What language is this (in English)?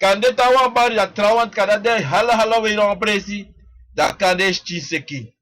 Sranan Tongo